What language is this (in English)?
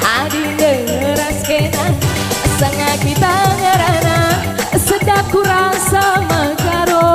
Batak Karo